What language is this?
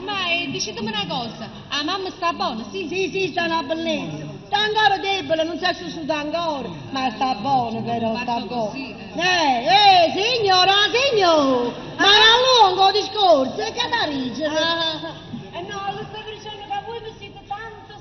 Neapolitan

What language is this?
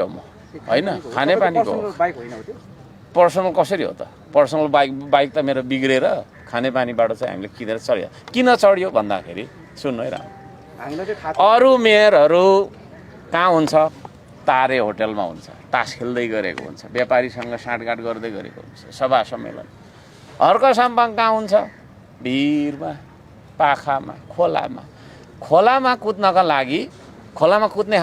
Nepali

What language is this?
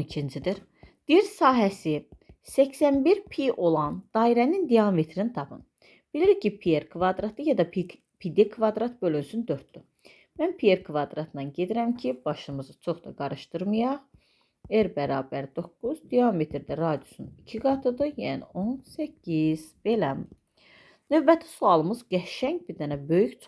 Azerbaijani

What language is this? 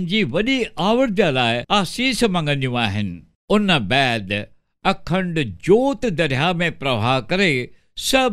Sindhi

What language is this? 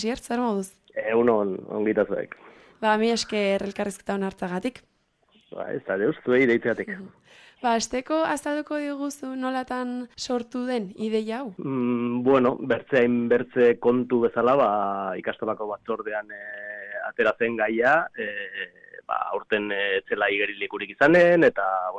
Basque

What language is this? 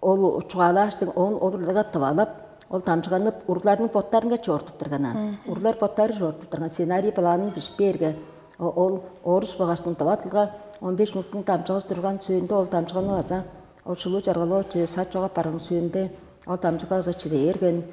Tuvinian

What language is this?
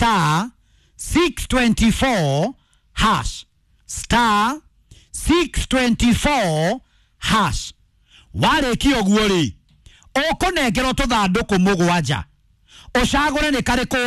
Kikuyu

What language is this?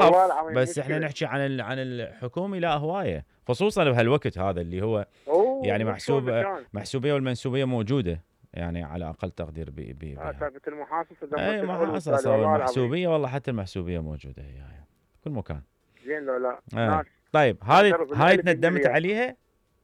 Mesopotamian Arabic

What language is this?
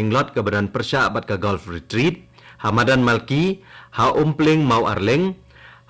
Khasi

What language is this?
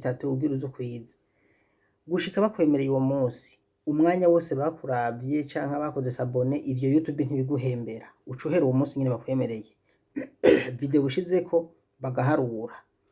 Rundi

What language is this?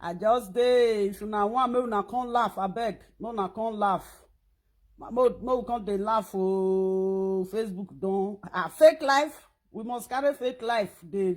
Nigerian Pidgin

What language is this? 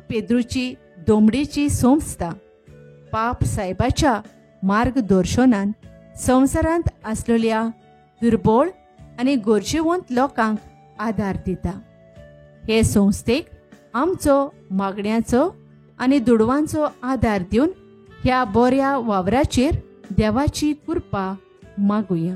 Konkani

